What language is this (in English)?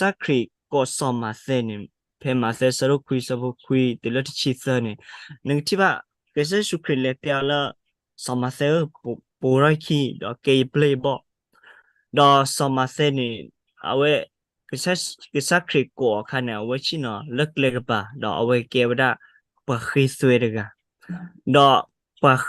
S'gaw Karen